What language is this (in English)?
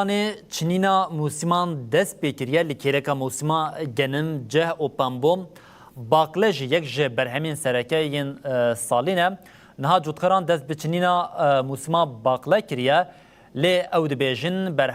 Kurdish